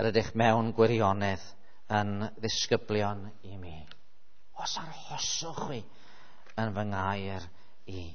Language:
Welsh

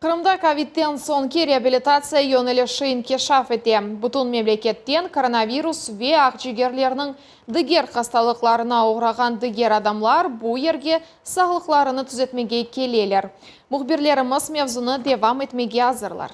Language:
Crimean Tatar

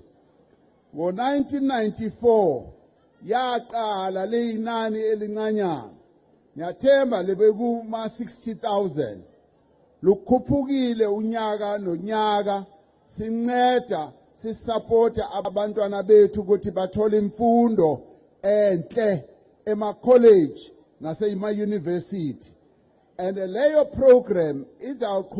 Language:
Zulu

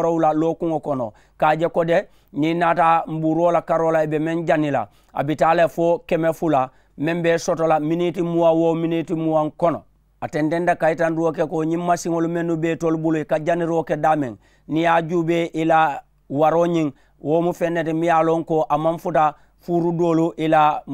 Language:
Mandingo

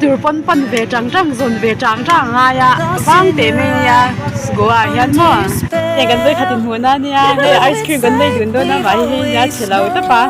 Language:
Mizo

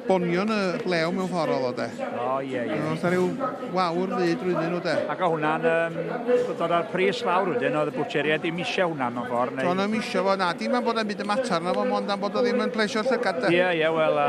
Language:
Welsh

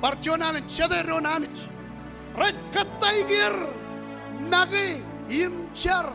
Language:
Marshallese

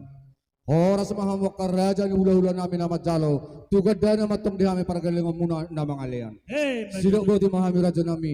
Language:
Batak Toba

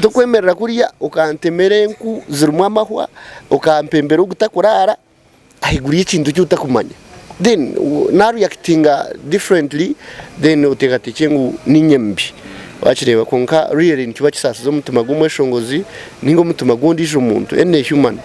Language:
Nyankole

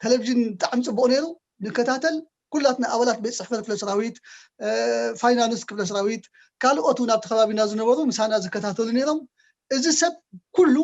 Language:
Tigrinya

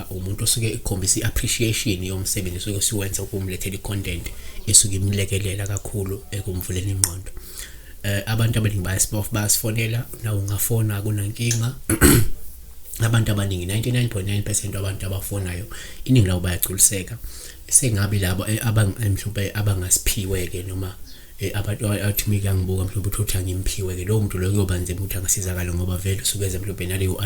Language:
Zulu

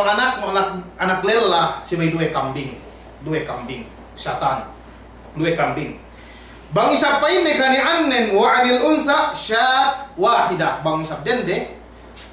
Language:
Yakan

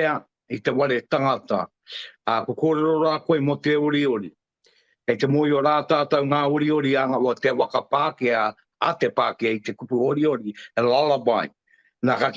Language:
Māori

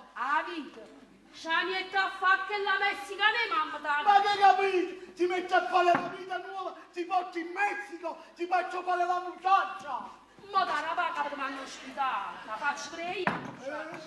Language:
Neapolitan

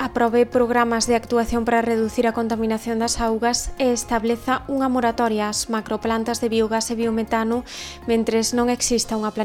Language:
Galician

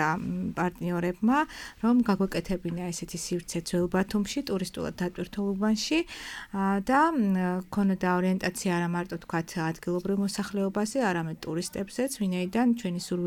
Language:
Georgian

